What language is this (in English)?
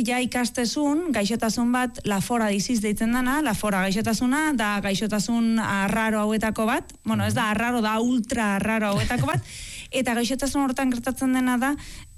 Basque